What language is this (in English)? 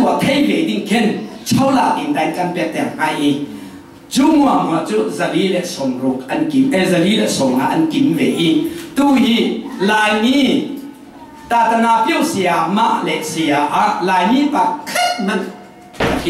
Falam Chin